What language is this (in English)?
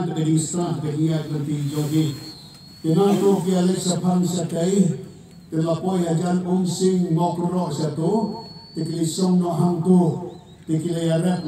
Khasi